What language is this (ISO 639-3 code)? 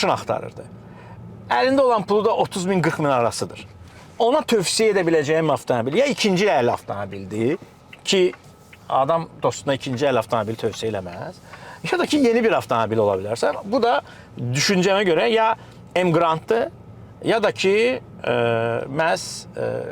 aze